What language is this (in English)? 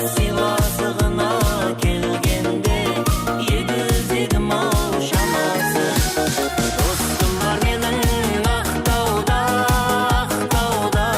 Kara-Kalpak